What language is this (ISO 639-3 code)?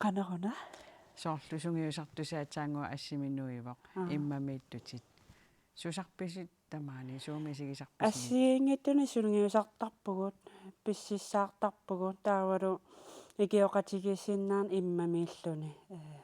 kal